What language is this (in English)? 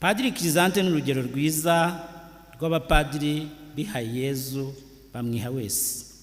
Kinyarwanda